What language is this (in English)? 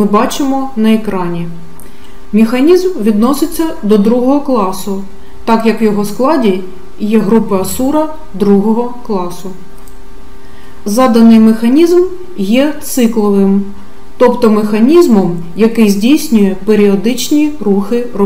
Ukrainian